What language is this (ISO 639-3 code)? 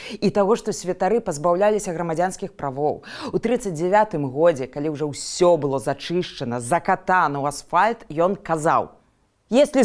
bel